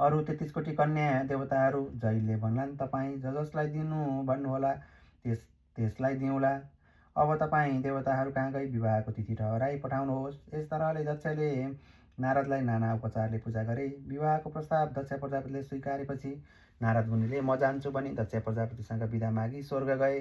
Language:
Nepali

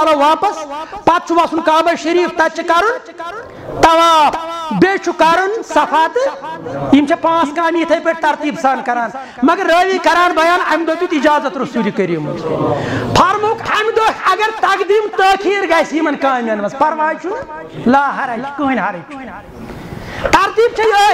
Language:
Kashmiri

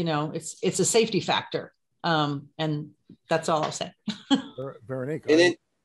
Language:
English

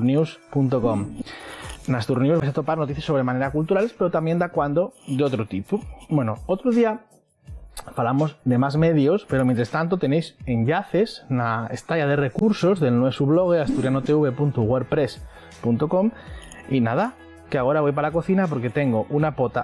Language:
Asturian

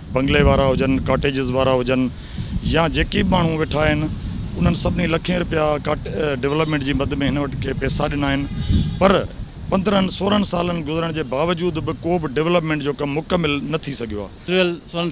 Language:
Sindhi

